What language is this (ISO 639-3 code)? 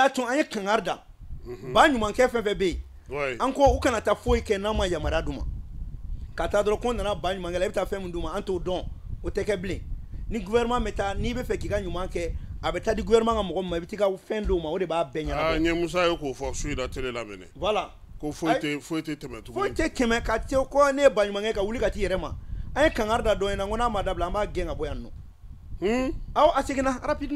bam